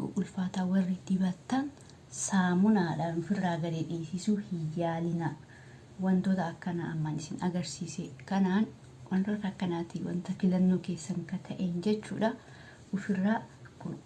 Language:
Oromo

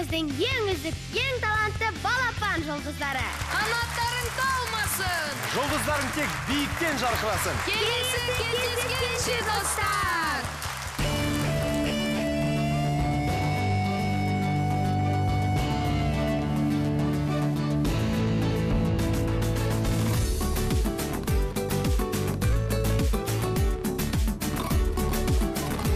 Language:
Kazakh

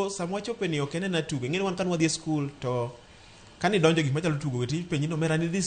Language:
Luo (Kenya and Tanzania)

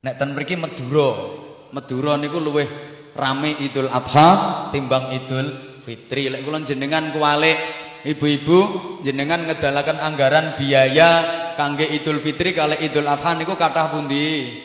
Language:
Javanese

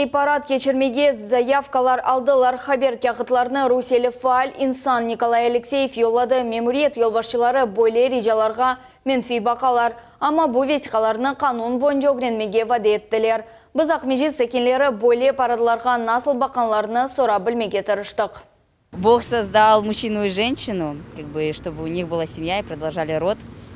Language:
Crimean Tatar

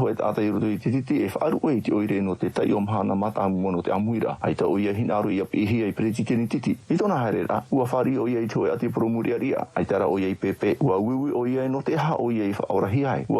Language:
Tahitian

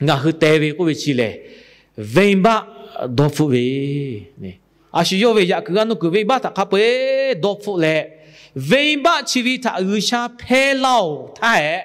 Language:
Lahu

